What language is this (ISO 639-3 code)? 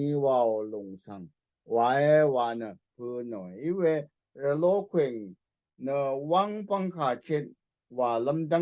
raw